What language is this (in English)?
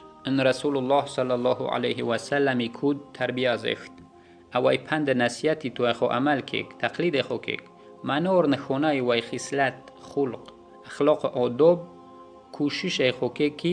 Yazgulyam